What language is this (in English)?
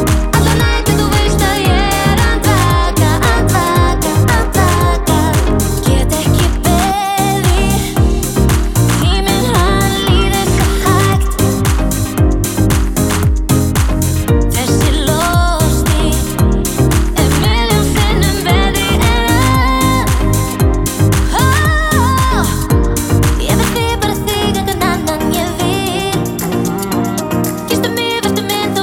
Icelandic